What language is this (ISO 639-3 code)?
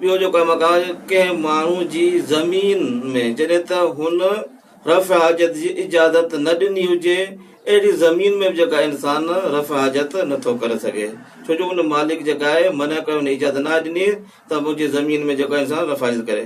snd